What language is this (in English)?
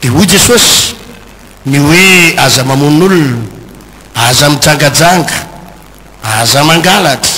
Malagasy